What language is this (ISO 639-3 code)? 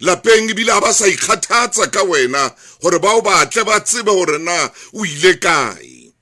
sot